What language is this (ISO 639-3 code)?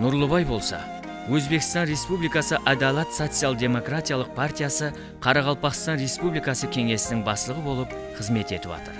kaa